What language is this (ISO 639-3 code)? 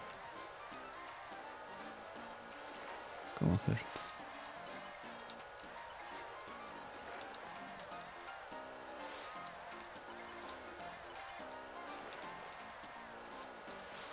fra